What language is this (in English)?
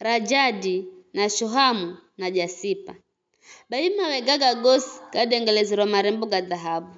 Giryama